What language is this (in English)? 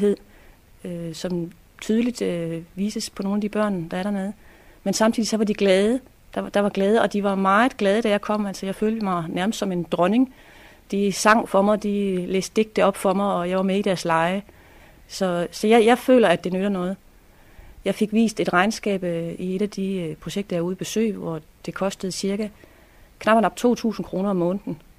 Danish